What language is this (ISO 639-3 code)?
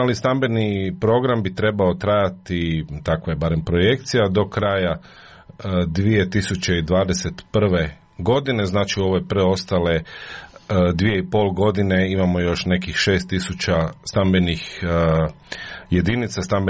hrv